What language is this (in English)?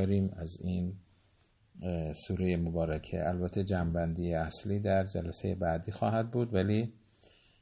Persian